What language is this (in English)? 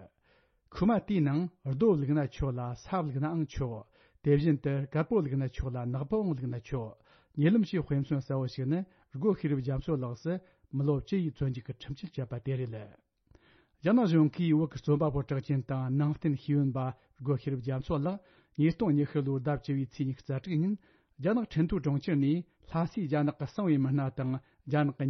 Tibetan